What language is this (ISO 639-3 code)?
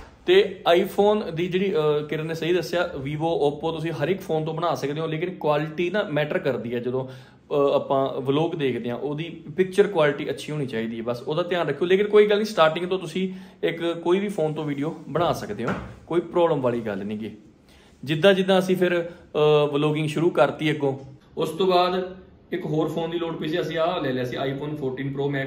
pan